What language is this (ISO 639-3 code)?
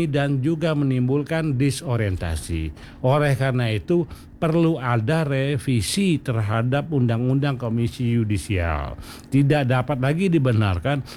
ind